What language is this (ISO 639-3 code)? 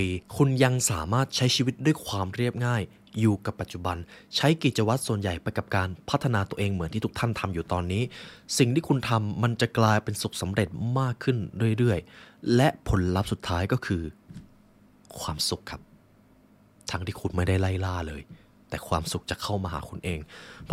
tha